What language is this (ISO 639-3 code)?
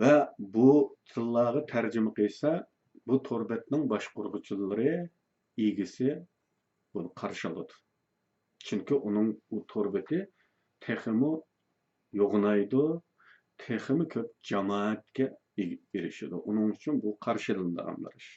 uig